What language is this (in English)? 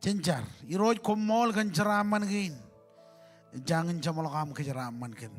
Marshallese